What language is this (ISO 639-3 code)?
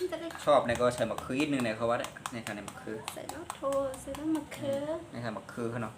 shn